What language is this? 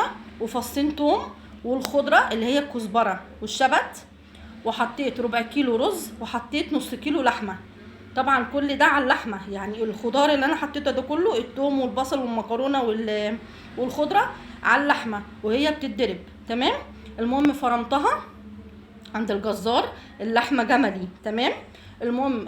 Egyptian Arabic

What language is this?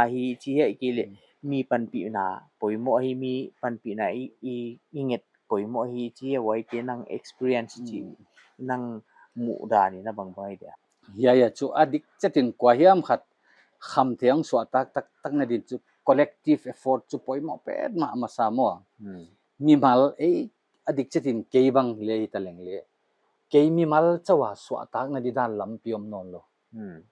Paite Chin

